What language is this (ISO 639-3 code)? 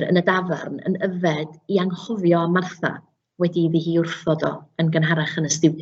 cym